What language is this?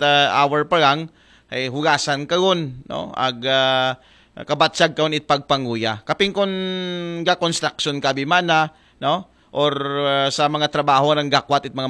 Aklanon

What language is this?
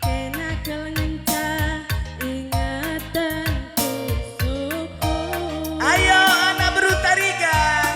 Batak Karo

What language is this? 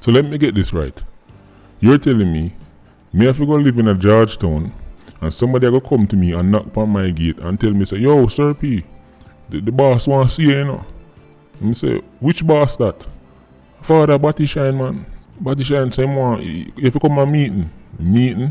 Jamaican Creole English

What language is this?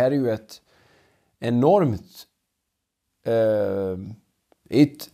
Swedish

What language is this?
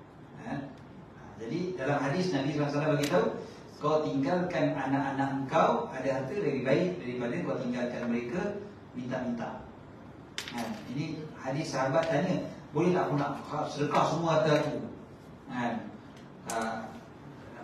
Malay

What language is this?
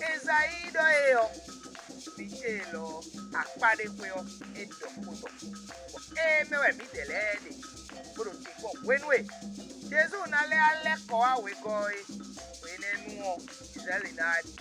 Fon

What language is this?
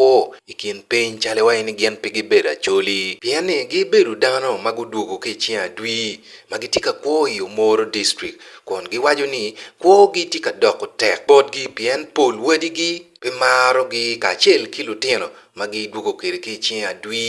Acoli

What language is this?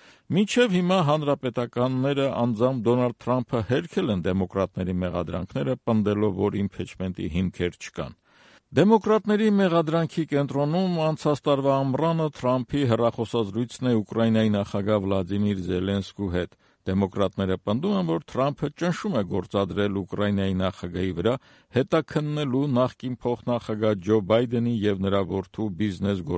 Armenian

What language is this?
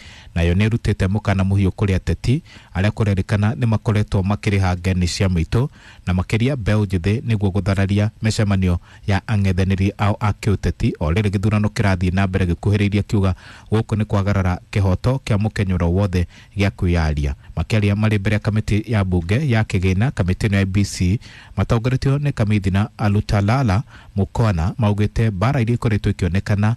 Kikuyu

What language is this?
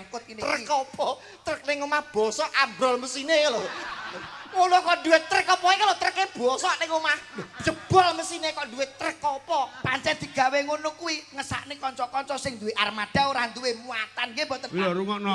Javanese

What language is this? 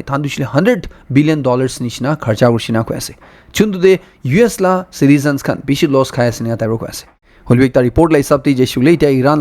Naga Pidgin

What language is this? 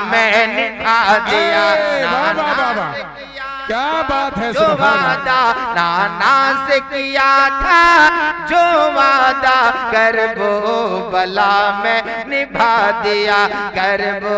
Hindi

